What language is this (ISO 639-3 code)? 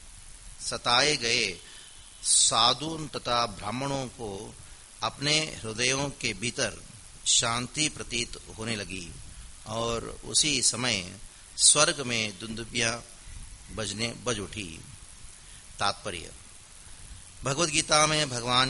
hin